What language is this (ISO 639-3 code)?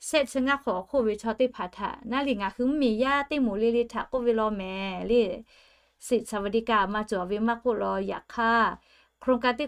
lhu